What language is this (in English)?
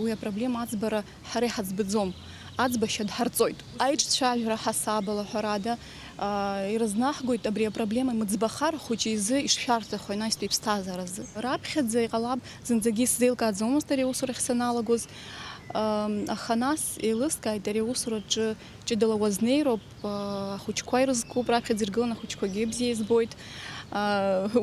Abkhazian